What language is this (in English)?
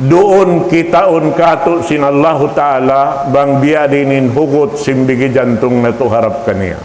Tausug